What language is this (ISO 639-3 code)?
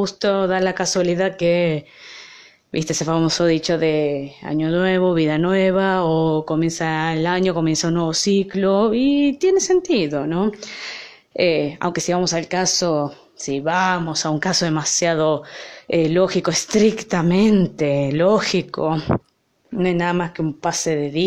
spa